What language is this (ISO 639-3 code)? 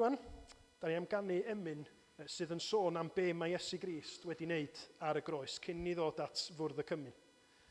cym